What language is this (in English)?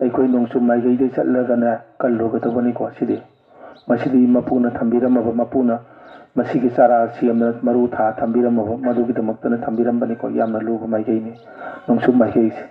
Manipuri